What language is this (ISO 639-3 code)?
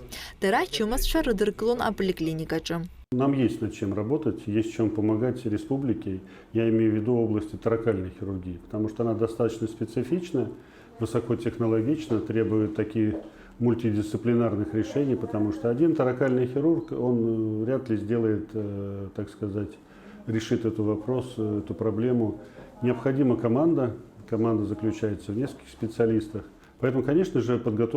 abk